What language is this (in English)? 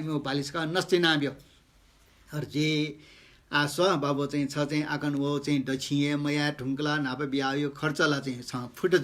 Newari